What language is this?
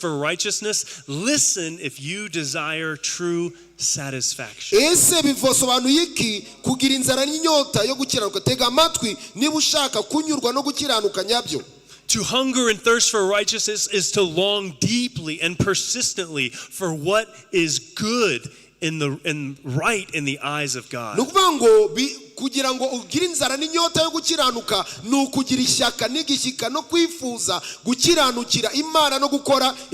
Kinyarwanda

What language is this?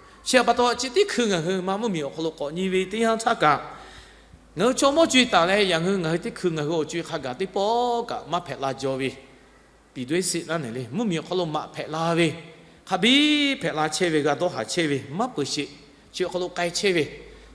Lahu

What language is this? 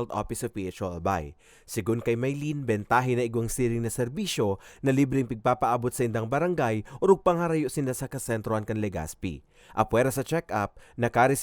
Bikol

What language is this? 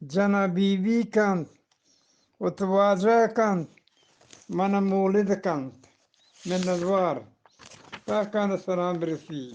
Eastern Balochi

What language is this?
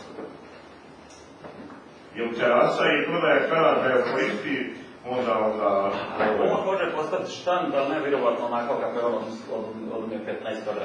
Croatian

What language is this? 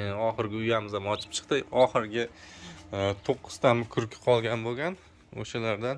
Uzbek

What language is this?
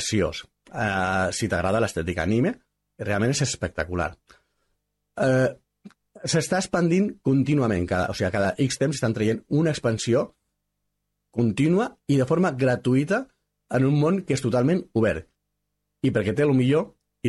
Catalan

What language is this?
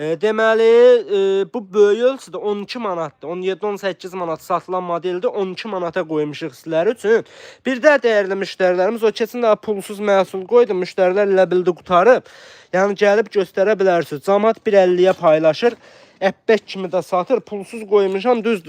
Azerbaijani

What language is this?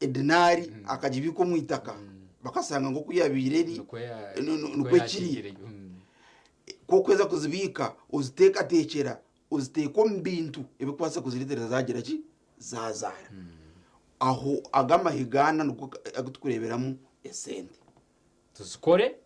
Nyankole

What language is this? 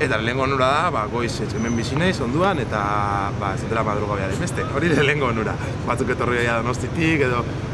Basque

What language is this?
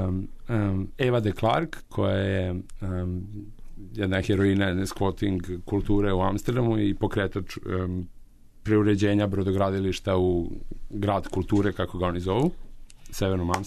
Serbian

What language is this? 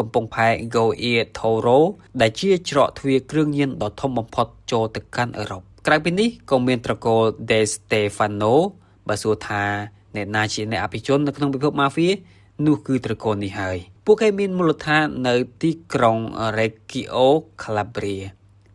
Khmer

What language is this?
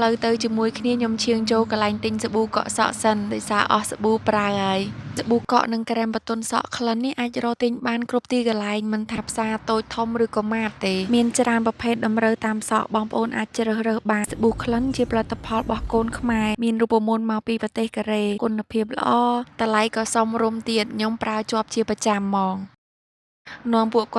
Khmer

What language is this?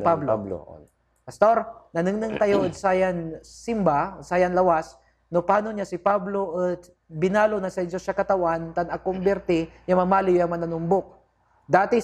Pangasinan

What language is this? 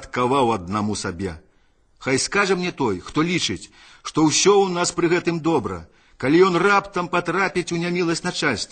Belarusian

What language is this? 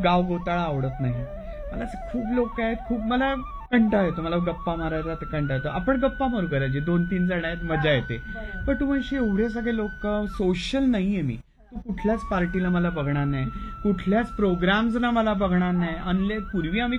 Marathi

